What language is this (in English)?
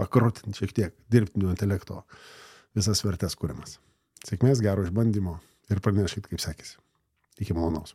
Lithuanian